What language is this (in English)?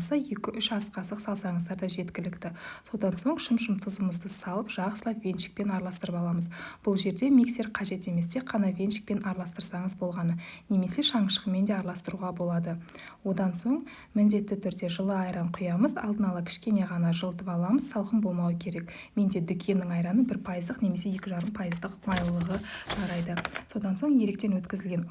Kazakh